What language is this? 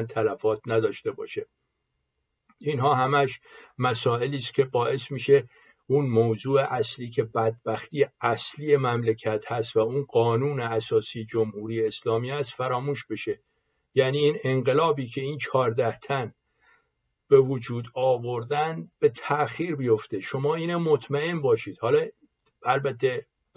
Persian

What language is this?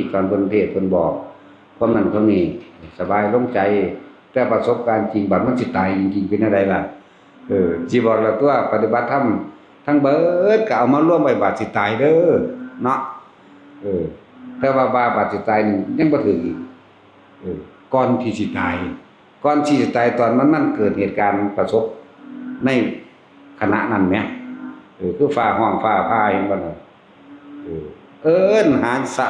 Northeastern Thai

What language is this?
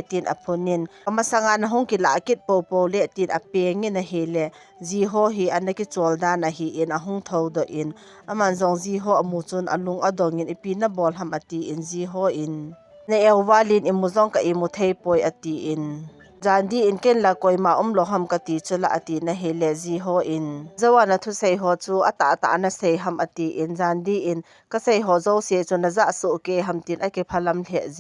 Thado Chin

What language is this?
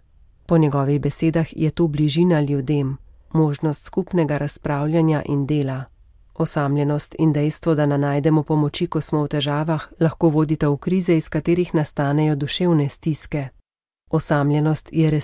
Slovenian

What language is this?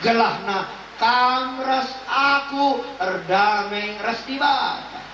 Batak Karo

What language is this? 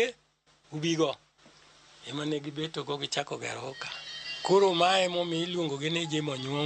Luo (Kenya and Tanzania)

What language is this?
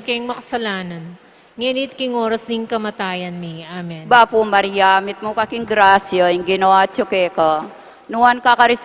Pampanga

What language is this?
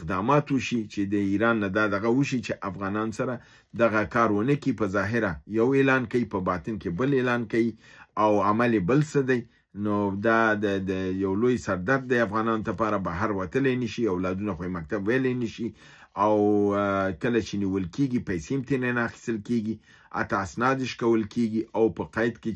Pashto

